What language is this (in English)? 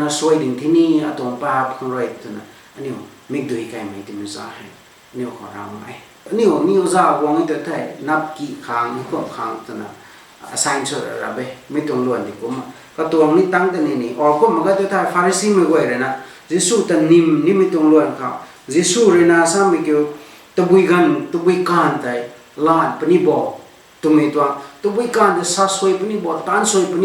Rongmei Naga